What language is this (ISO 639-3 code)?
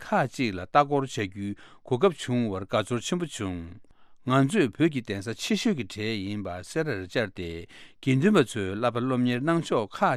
bod